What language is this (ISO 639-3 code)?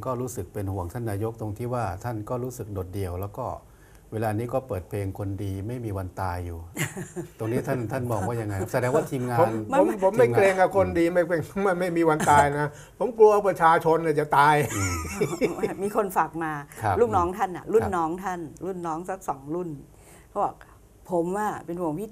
tha